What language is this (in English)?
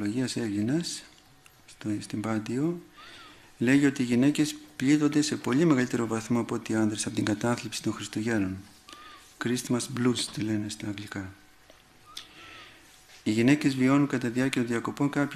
Greek